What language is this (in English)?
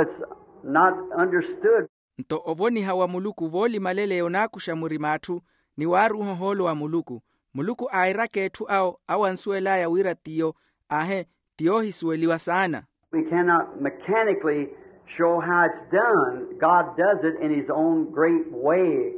Makhuwa